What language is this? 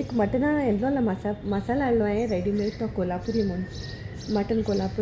Konkani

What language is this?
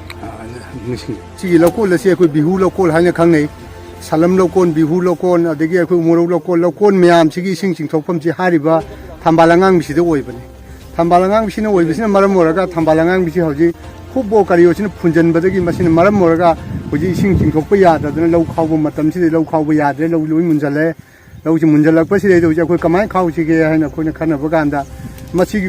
Manipuri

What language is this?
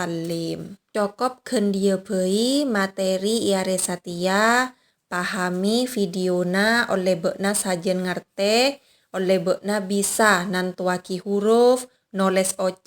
Madurese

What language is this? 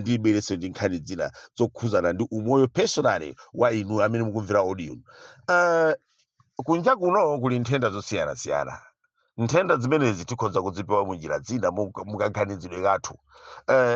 Nyanja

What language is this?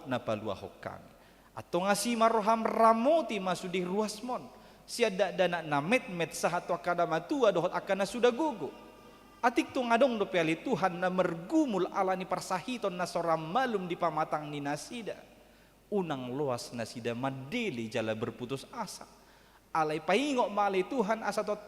Batak Toba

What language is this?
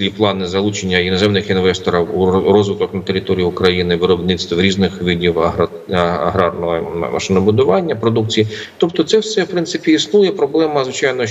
Ukrainian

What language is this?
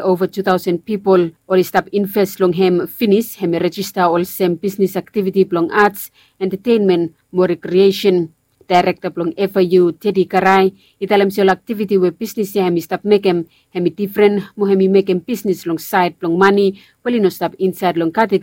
Bislama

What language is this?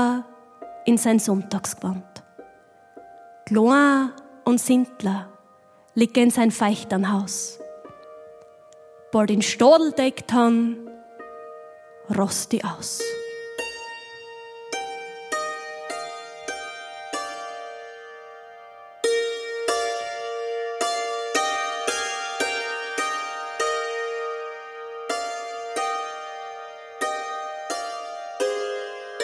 German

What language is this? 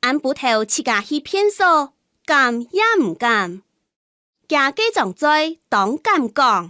Hakka Chinese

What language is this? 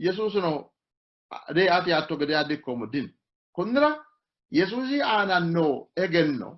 Sidamo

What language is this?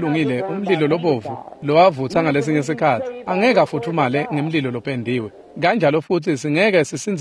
Swati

